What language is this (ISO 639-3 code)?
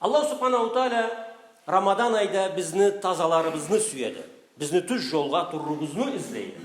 krc